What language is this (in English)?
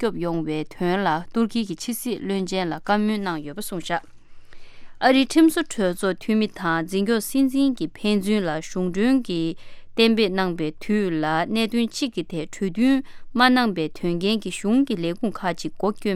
Tibetan